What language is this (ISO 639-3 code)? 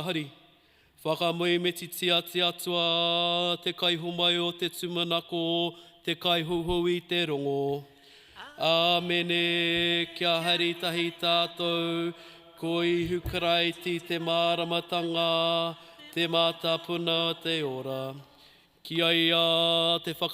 mri